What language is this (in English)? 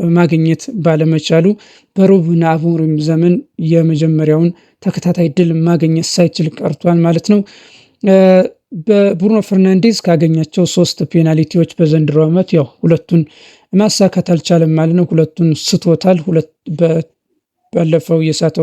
Amharic